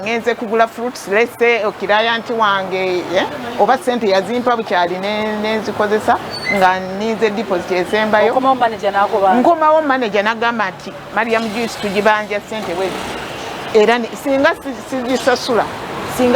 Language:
Ganda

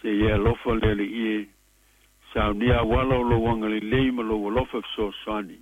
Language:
Samoan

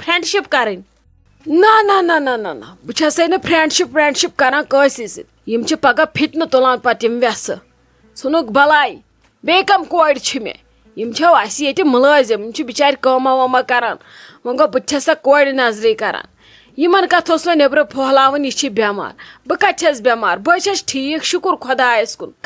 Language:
Kashmiri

